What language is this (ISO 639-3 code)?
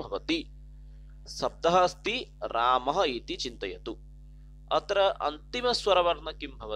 san